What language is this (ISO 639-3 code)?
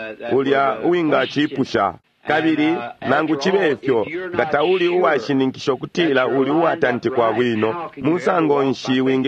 bem